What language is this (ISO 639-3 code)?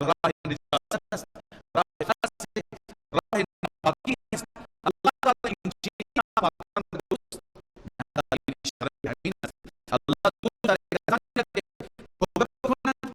fas